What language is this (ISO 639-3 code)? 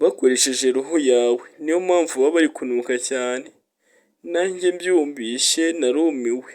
kin